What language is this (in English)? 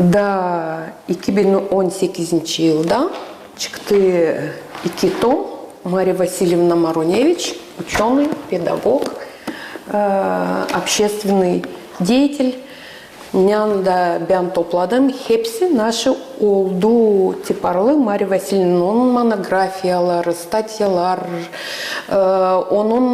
Gagauz